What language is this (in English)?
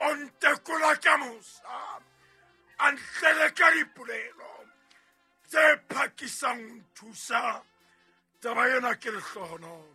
Southern Sotho